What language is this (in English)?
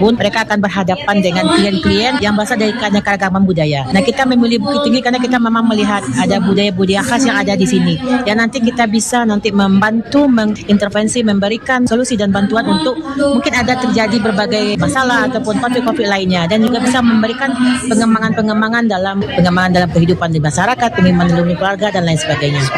Indonesian